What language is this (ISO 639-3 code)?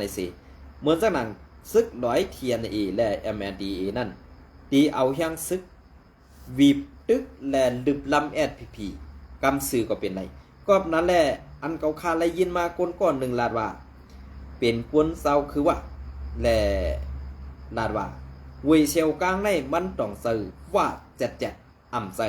shn